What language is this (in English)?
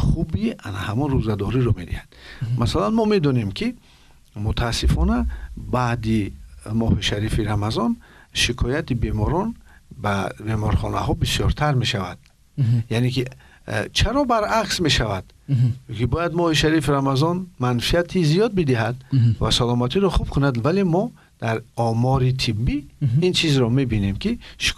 Tajik